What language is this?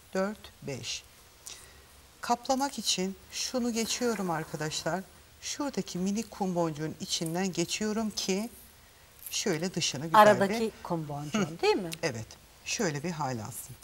Turkish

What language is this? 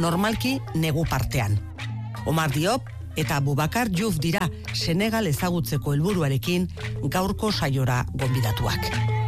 Basque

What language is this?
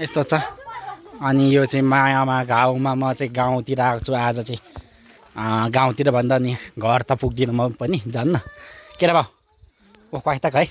Nepali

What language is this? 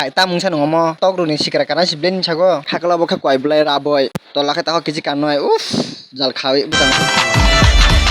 Kok Borok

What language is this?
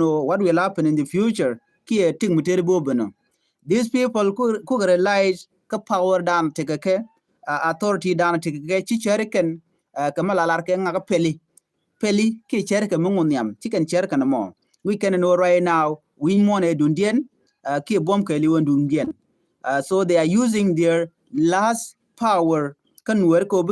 Nuer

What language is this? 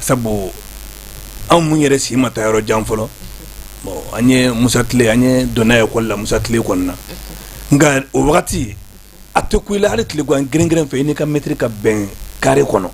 Bambara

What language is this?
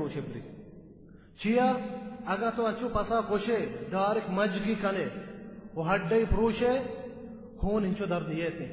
Baluchi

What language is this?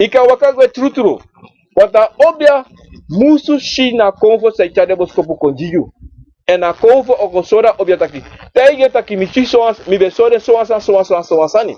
Sranan Tongo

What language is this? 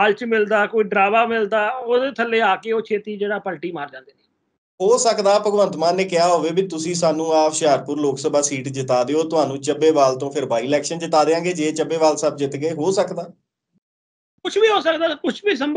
Punjabi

